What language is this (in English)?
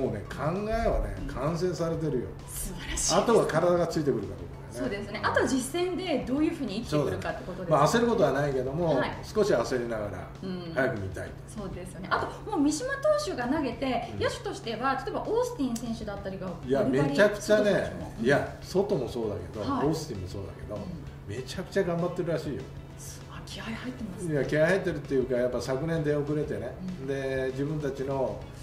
Japanese